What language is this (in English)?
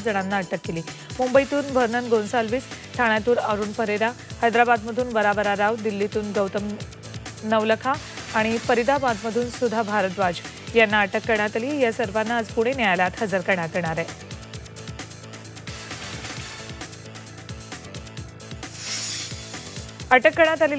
Marathi